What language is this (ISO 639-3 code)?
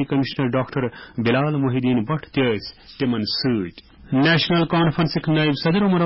kas